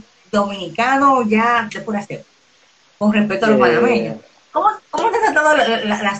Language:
Spanish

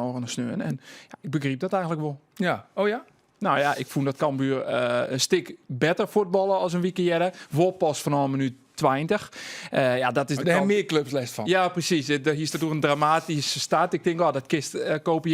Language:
Western Frisian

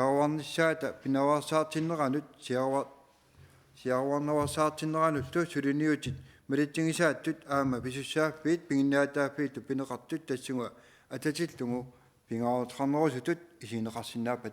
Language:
Kalaallisut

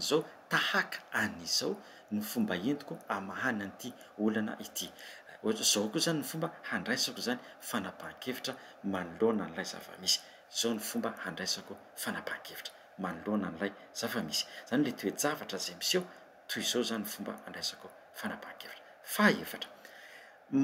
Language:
Malagasy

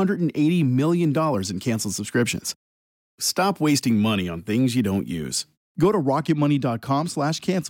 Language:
English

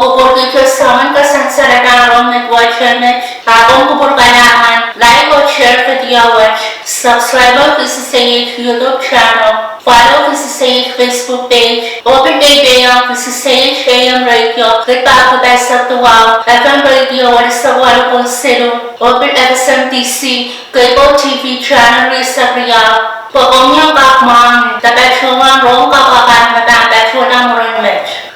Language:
Pohnpeian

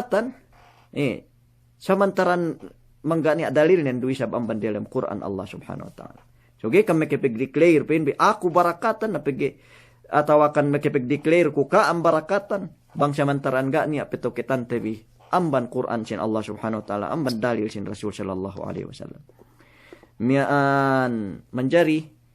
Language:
Yakan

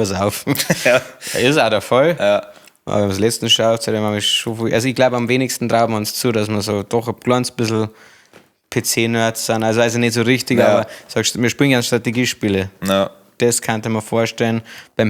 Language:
Bavarian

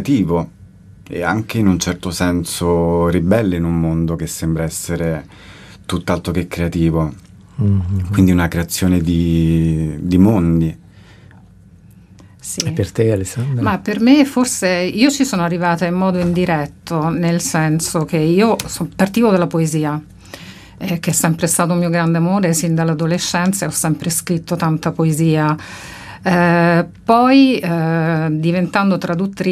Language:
Italian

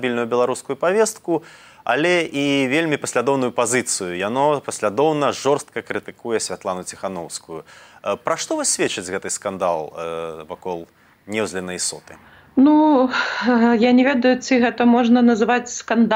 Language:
Belarusian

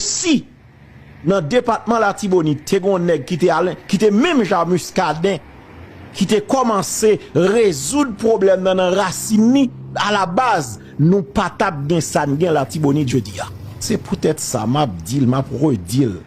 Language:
Haitian Creole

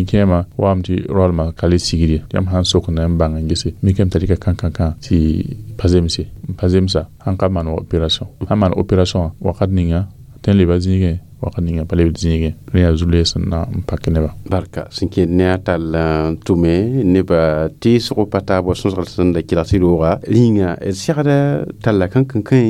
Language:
Mossi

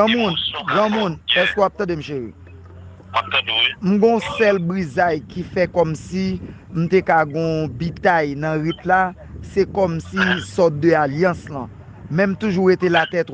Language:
Haitian Creole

